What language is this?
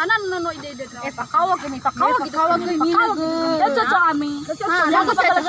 Nias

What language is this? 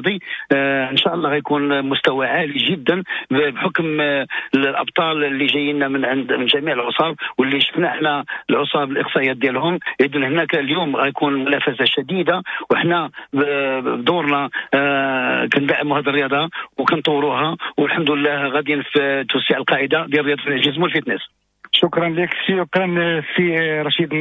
Moroccan Arabic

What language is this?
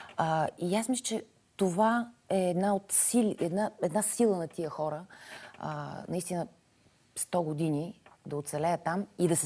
Bulgarian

